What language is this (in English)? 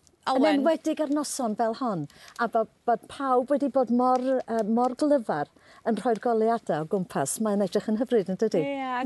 Welsh